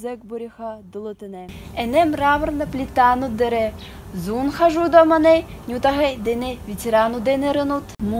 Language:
Buriat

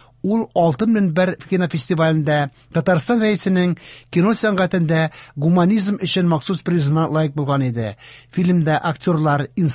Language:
Tatar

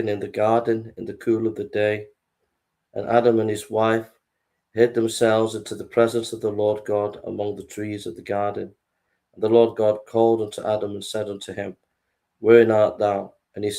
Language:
English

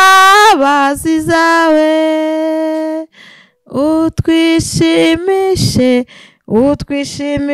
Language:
Kinyarwanda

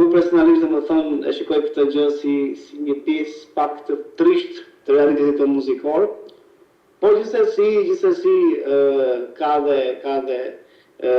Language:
Albanian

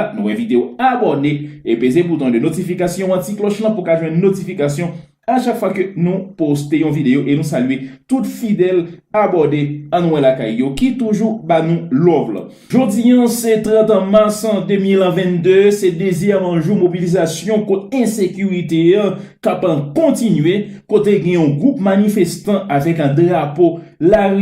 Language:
Haitian Creole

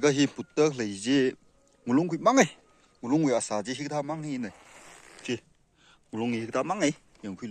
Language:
Tangkhul Naga (India)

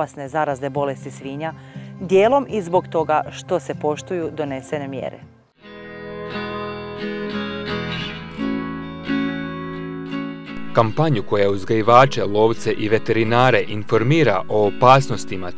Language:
Croatian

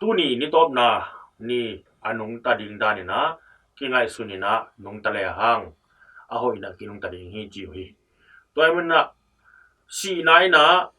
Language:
Tedim Chin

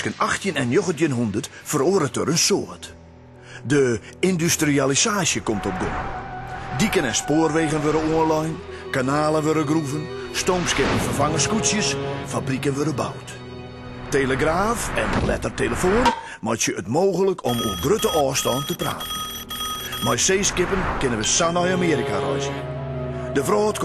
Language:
Western Frisian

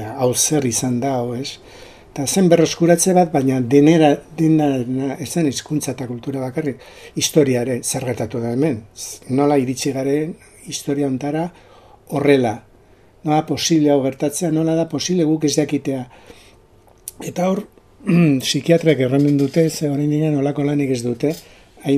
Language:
Basque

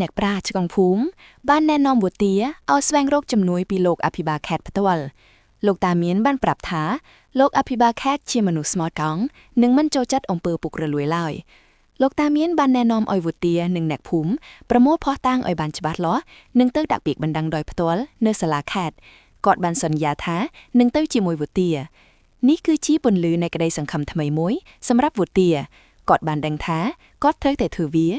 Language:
Khmer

